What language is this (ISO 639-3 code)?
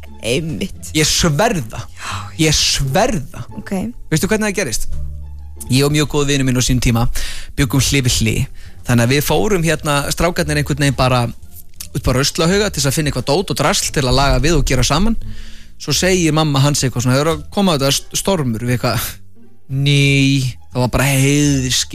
isl